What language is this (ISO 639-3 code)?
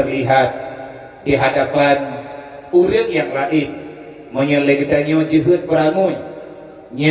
ace